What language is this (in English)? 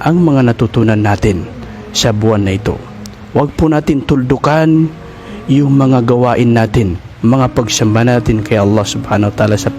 Maranao